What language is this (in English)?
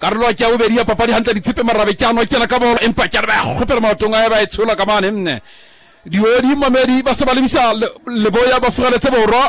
Southern Sotho